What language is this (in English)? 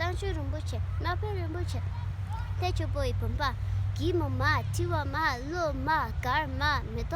Tibetan